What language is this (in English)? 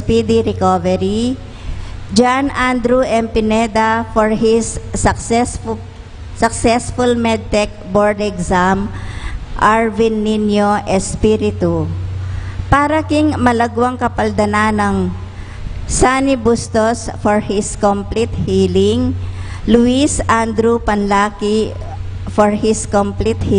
Pampanga